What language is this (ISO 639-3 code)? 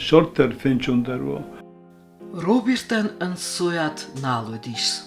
oss